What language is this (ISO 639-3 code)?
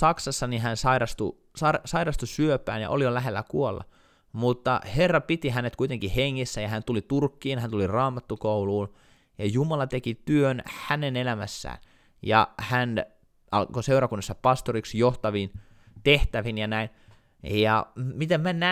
fin